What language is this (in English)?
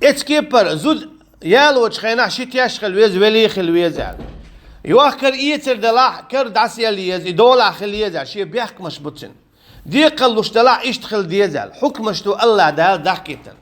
Chechen